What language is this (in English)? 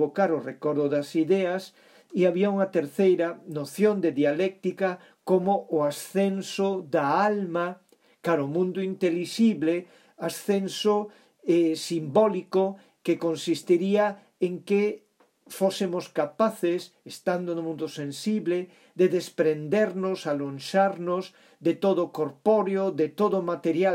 Galician